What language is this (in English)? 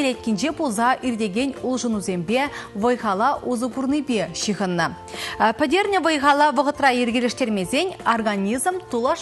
Chuvash